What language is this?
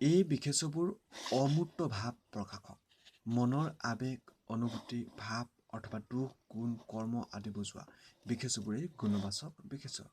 Assamese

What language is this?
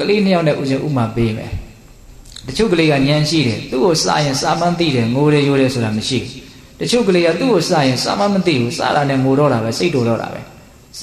Burmese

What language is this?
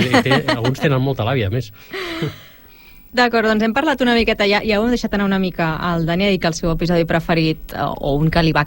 Catalan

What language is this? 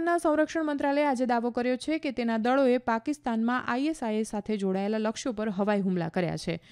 Gujarati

